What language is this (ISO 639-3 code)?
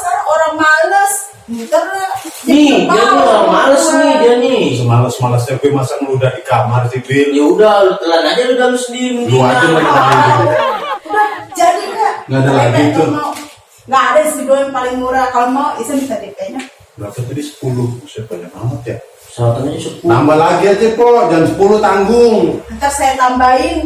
bew